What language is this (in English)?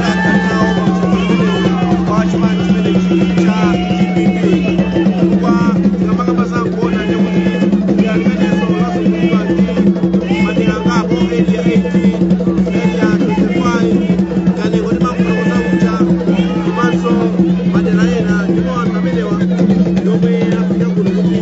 Nyanja